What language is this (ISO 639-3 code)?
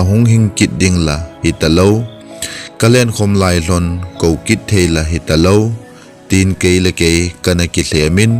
tcz